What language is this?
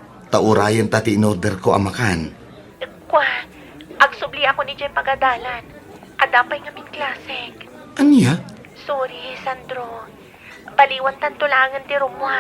Iloko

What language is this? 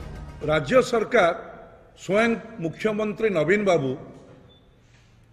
Odia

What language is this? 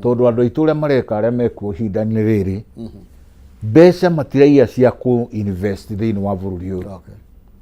Kikuyu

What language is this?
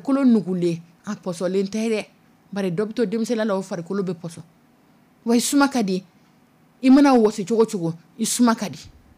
Dyula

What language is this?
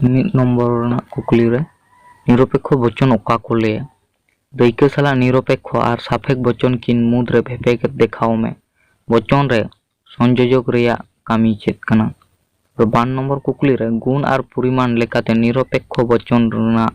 Santali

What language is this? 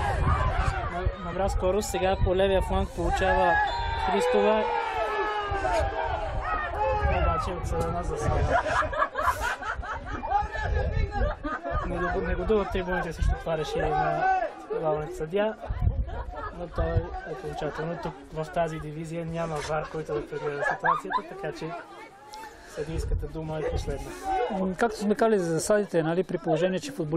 Bulgarian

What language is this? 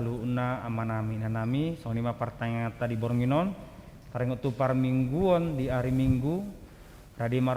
Batak Toba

